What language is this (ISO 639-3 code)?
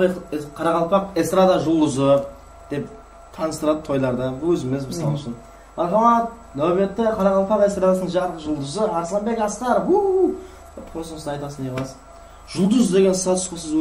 kaa